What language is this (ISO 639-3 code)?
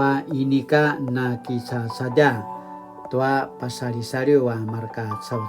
pwn